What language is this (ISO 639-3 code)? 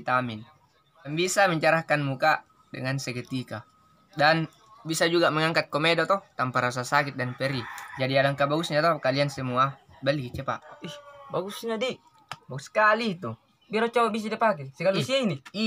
mfp